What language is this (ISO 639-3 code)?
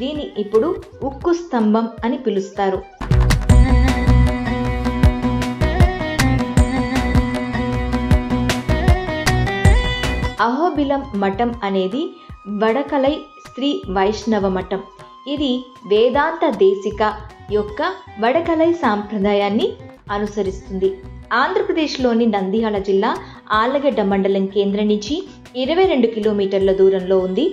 tel